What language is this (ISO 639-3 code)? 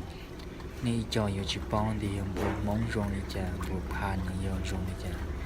hmn